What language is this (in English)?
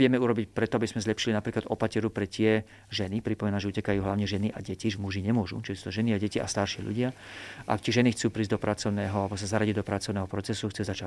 Slovak